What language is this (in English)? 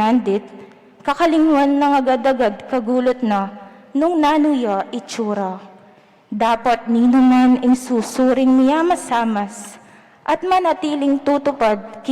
Pampanga